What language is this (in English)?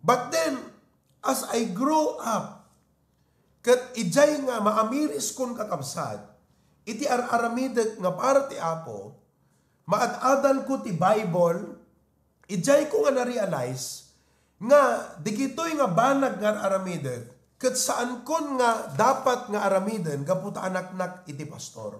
Iloko